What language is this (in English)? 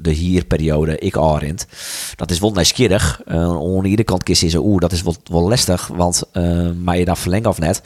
Western Frisian